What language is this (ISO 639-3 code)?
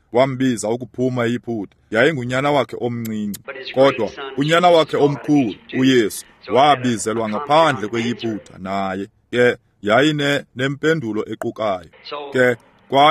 xho